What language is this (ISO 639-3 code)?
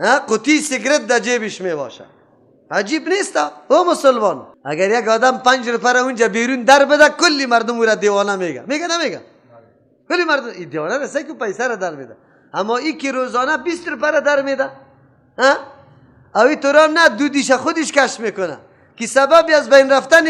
fas